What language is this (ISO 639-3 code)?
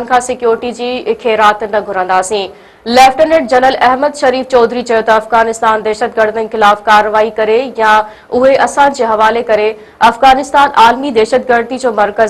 snd